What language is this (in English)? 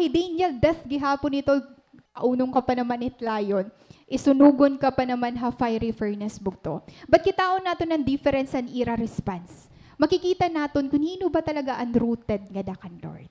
Waray